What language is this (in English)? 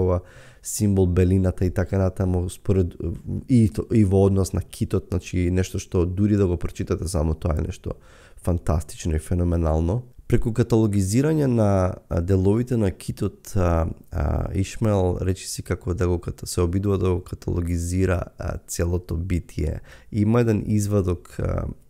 Macedonian